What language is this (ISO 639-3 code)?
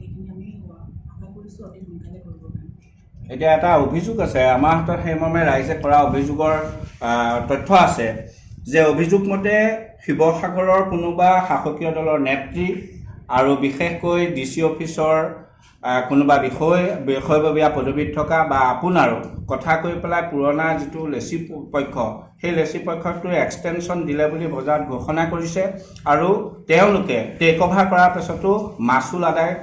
asm